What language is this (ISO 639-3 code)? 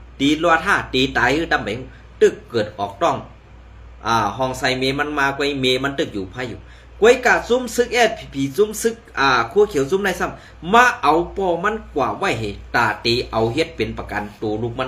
shn